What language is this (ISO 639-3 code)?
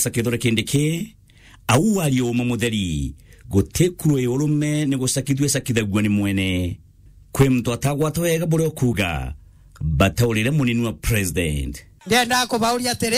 mer